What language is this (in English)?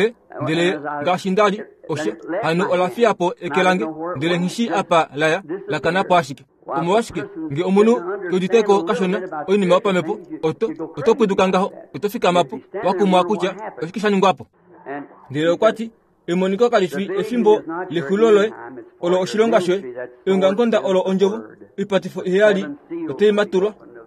Kuanyama